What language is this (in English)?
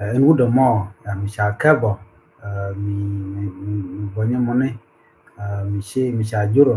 Nuer